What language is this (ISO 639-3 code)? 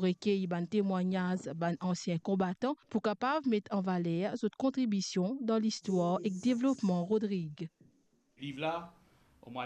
mfe